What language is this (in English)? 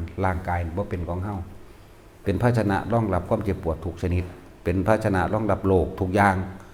Northeastern Thai